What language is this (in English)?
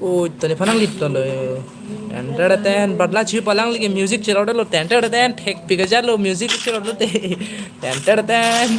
Karbi